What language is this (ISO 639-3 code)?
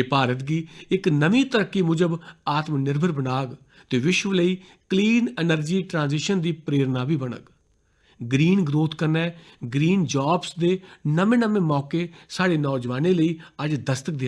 doi